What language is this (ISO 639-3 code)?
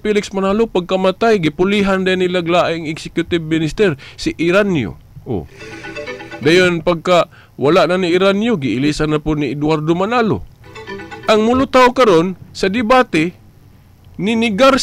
ceb